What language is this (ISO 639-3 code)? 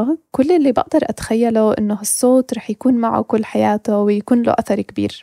apc